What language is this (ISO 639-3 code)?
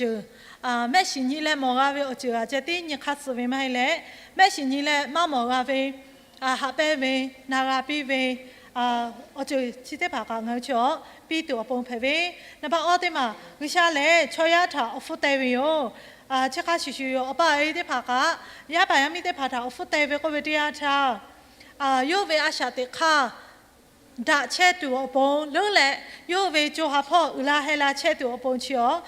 lhu